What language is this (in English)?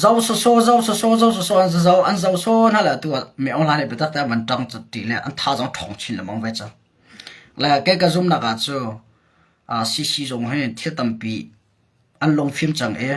Hakha Chin